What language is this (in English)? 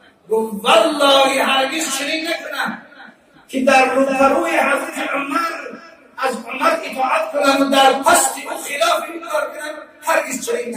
Tajik